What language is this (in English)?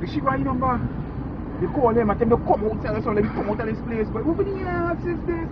Jamaican Creole English